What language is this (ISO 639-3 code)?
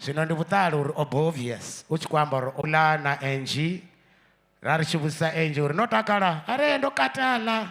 ven